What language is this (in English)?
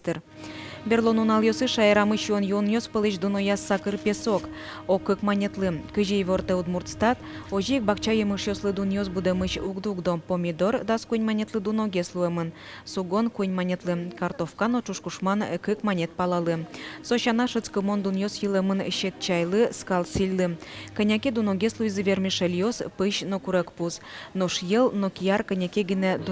Udmurt